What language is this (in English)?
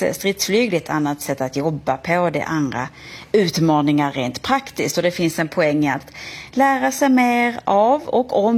Swedish